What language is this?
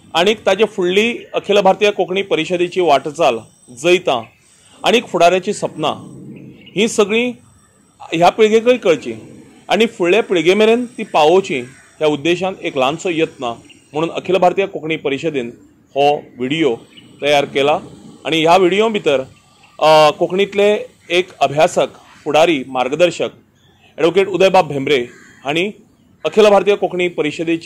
Konkani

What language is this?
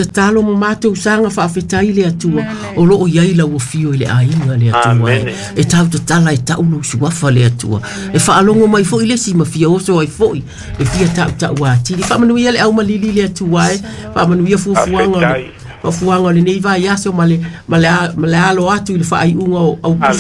Samoan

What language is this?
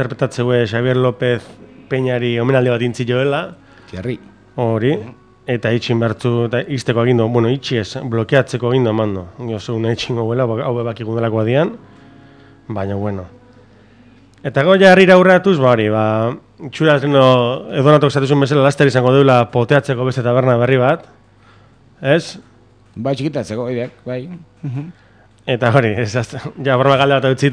Basque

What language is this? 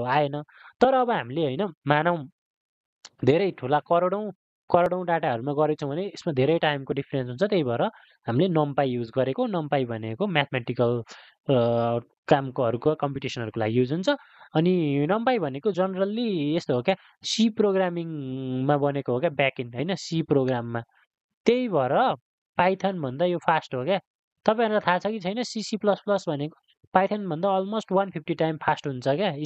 Nepali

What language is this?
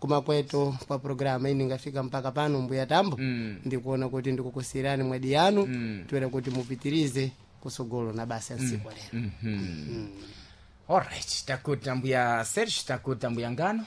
Sena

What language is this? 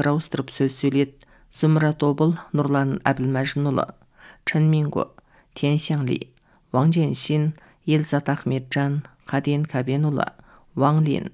Kazakh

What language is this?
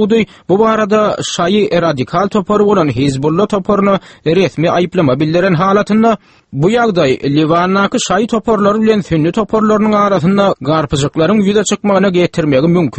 Turkmen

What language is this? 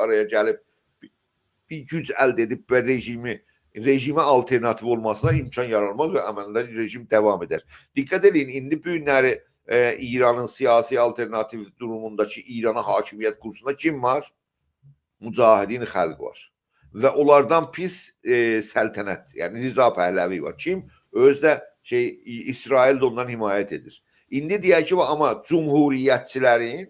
South Azerbaijani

